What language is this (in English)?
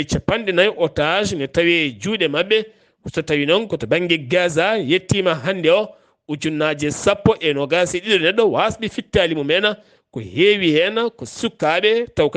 Fula